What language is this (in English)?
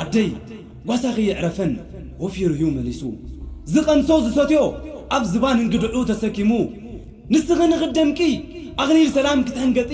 Tigrinya